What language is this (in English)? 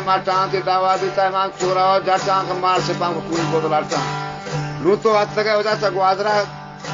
Eastern Balochi